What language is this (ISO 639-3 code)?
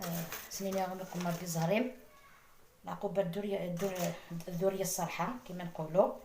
arq